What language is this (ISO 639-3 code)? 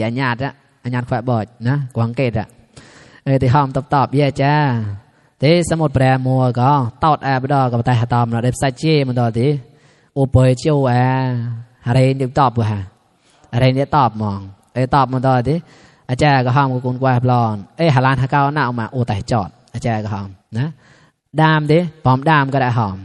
mnw